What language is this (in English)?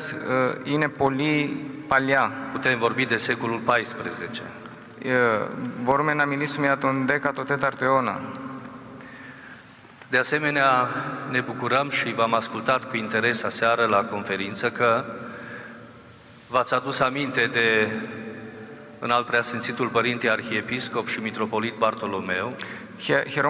Romanian